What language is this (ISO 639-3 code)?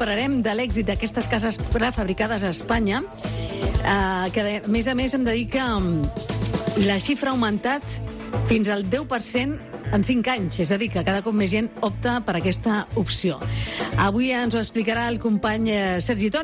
cat